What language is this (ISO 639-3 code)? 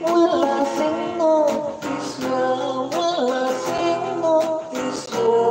hil